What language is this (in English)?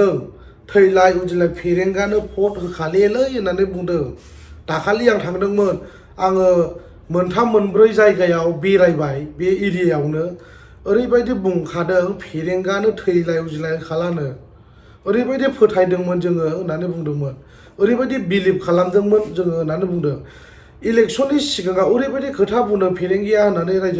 Bodo